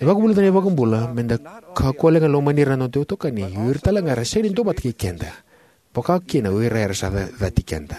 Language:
Fijian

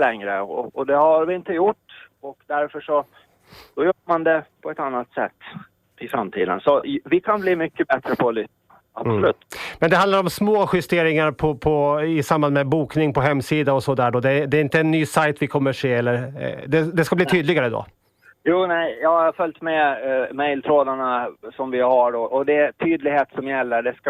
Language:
Swedish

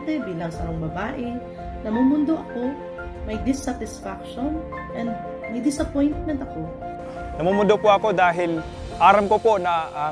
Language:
Bikol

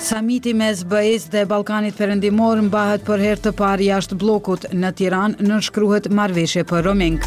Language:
Albanian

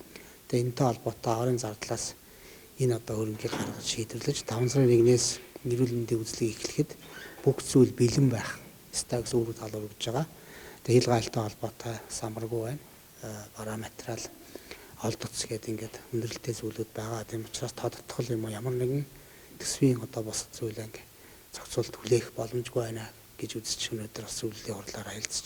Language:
Mongolian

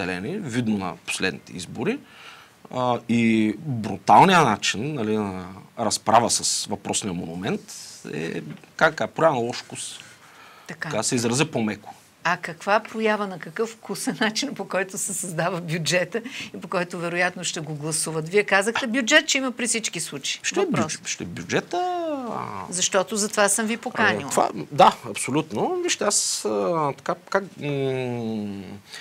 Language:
Bulgarian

